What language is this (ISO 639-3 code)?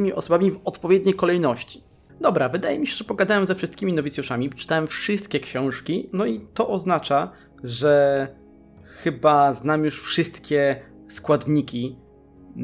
pol